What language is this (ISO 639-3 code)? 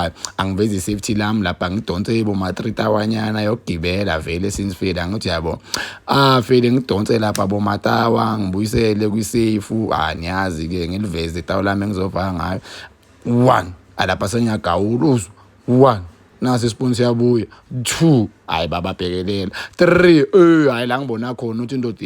zul